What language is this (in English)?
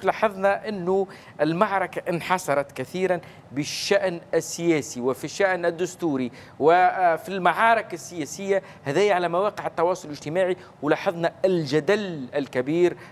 Tunisian Arabic